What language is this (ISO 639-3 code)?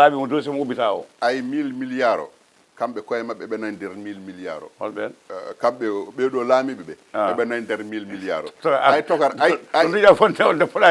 ful